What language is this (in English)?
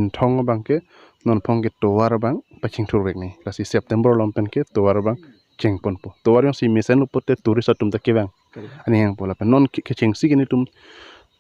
Karbi